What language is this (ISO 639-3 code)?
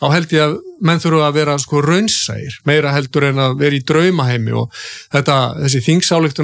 isl